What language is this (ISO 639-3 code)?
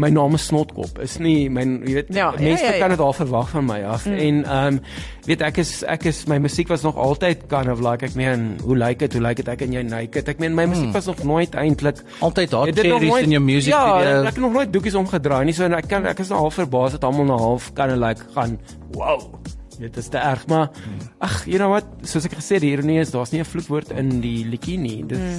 afr